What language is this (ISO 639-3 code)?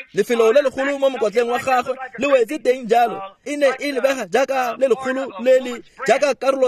tsn